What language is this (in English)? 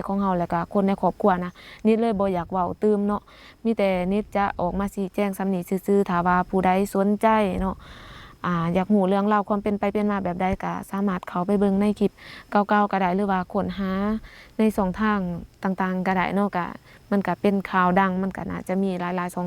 Lao